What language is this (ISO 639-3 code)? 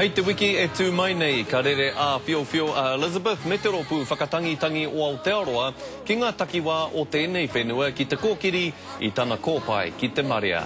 mri